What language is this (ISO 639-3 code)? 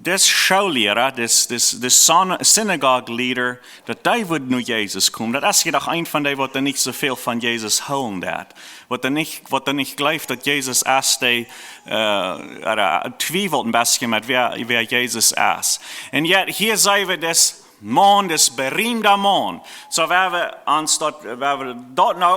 pdt